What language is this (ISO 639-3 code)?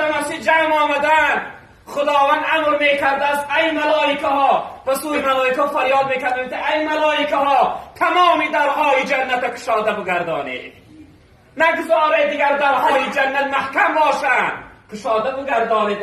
tgk